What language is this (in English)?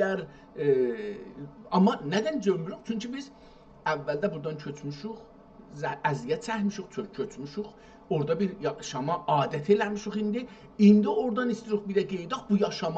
South Azerbaijani